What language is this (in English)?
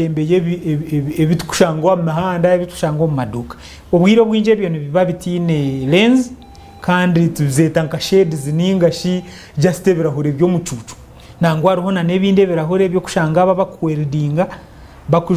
Nyankole